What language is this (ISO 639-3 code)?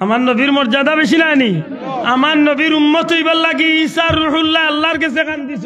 syl